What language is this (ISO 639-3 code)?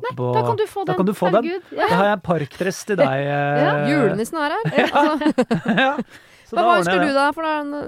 nor